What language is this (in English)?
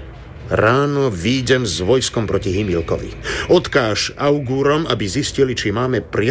Slovak